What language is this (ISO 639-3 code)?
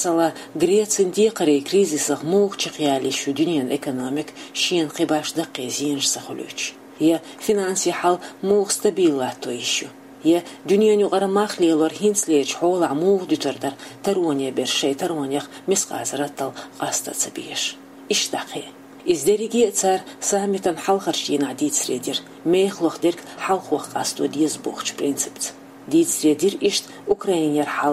che